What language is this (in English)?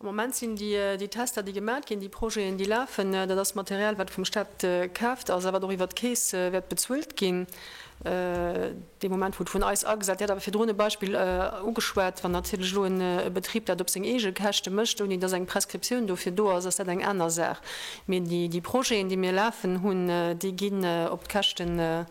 Luxembourgish